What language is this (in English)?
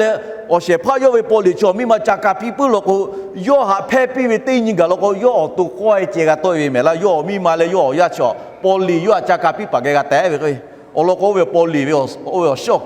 Lahu